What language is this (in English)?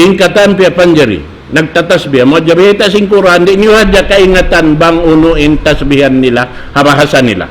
Tausug